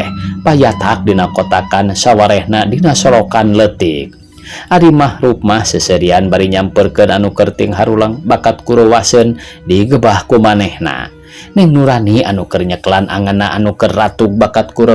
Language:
Sundanese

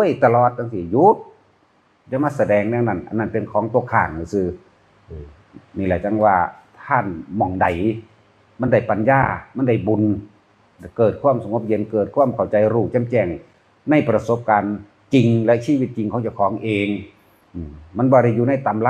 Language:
Northeastern Thai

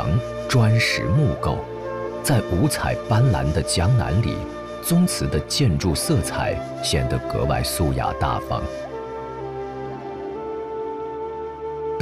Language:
Chinese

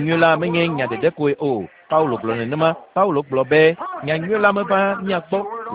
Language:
Ewe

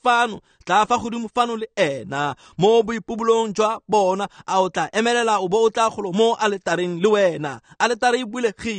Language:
Tswana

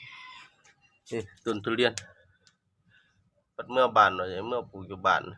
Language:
Lao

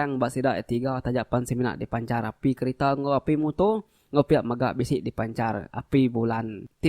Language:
Iban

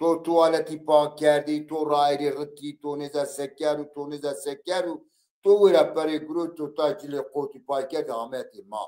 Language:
Zaza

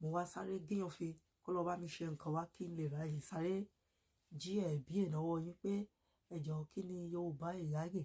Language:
Yoruba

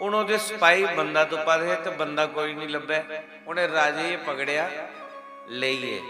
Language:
Dogri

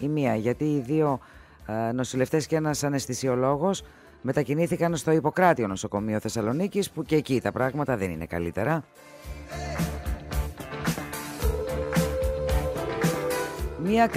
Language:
Greek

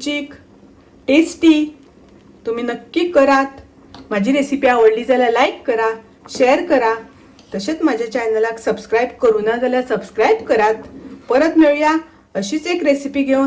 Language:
Konkani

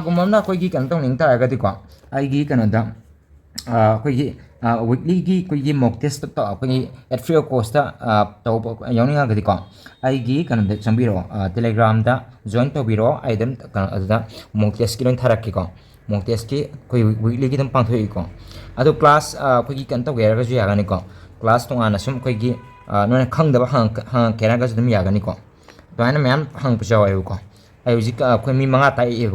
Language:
Manipuri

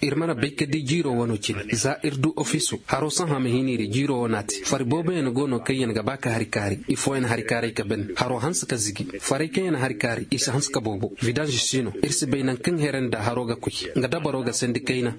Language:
Koyraboro Senni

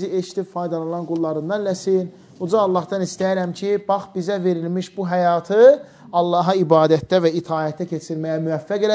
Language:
Azerbaijani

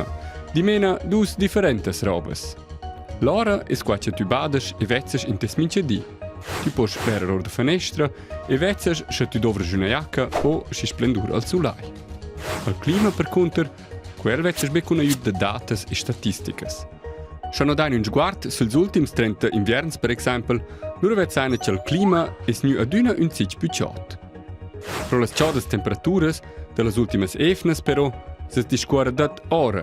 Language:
Romansh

